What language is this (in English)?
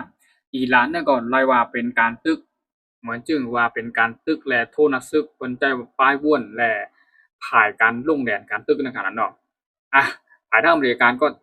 Shan